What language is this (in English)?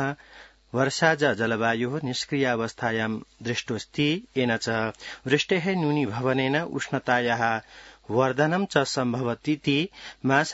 Sanskrit